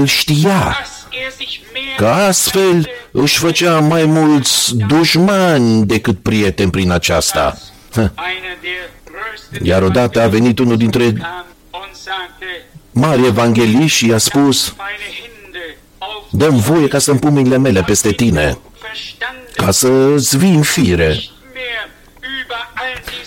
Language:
Romanian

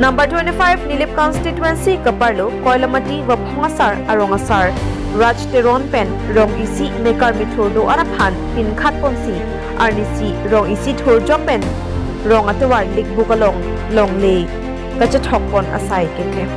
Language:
Karbi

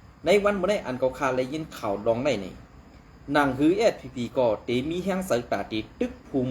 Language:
Shan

